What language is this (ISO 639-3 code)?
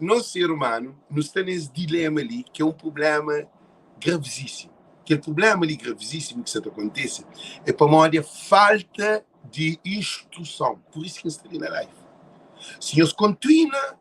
kea